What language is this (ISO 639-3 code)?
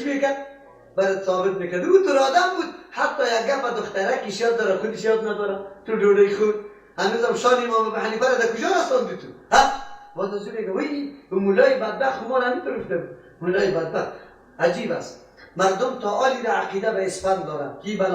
fas